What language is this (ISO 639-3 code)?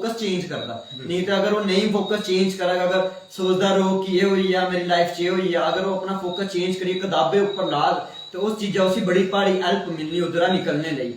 doi